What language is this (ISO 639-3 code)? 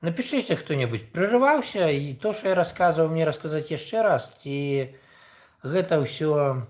bel